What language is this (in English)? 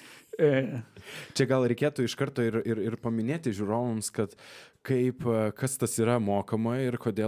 Lithuanian